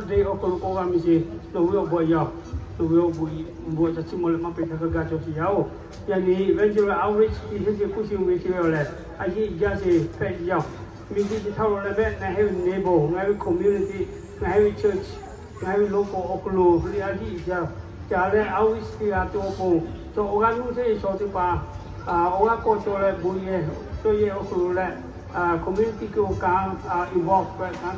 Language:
Lahu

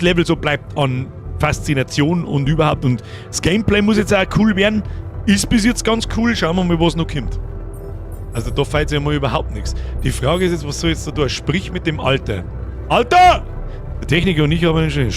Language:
Bavarian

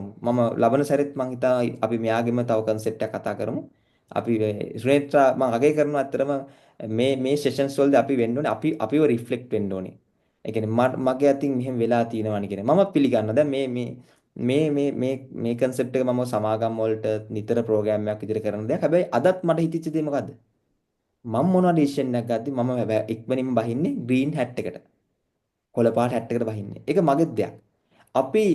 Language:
Sinhala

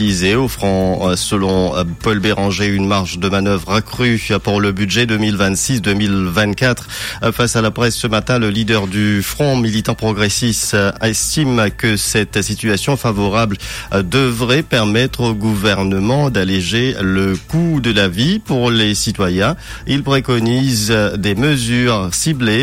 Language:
French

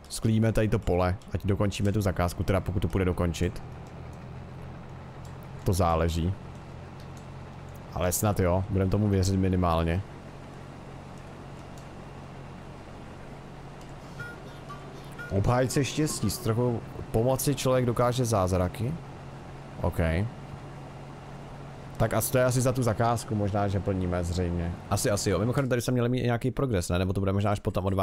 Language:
Czech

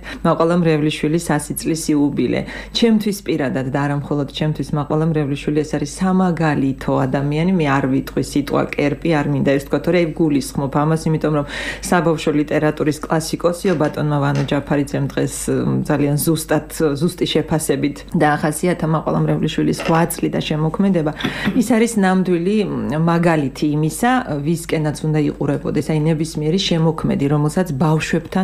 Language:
Georgian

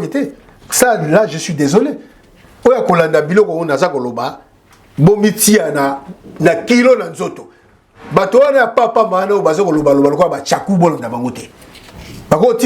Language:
Lingala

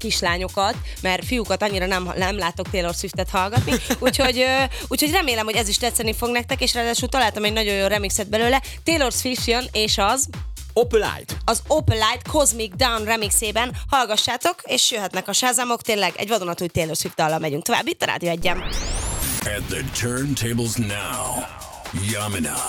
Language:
Hungarian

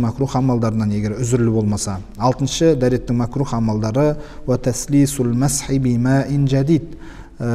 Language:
Kazakh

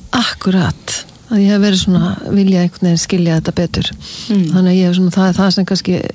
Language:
Icelandic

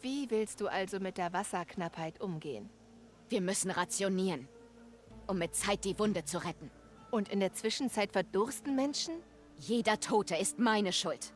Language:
Bavarian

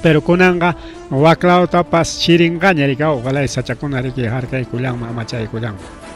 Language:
Ayacucho Quechua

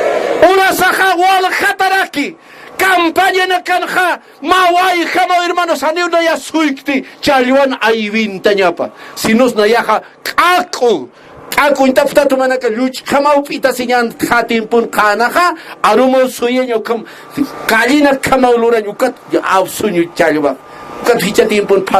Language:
Aymara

